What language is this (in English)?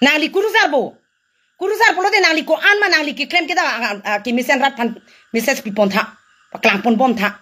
Karbi